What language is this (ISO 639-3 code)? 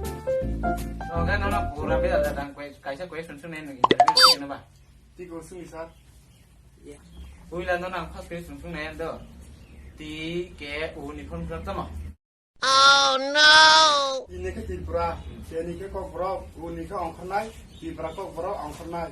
trp